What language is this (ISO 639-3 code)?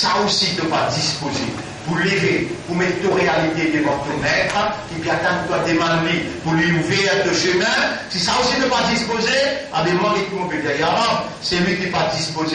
mfe